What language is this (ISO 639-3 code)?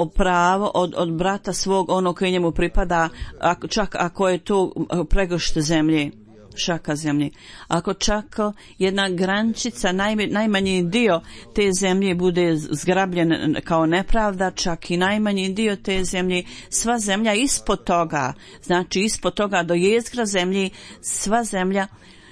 bos